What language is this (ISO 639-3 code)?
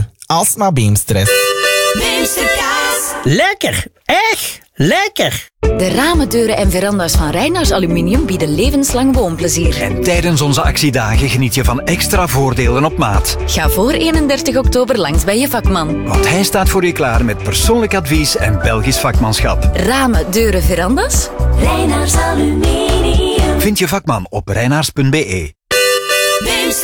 nld